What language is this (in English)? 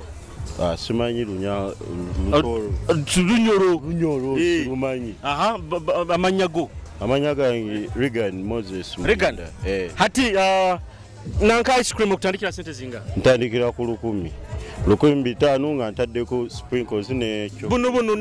Nyoro